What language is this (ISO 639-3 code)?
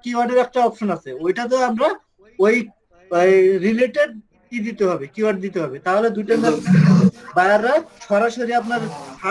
ben